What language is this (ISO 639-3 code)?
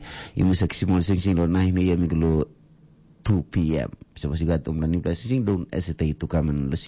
tpi